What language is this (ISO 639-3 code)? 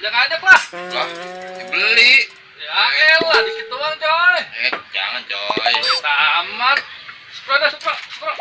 bew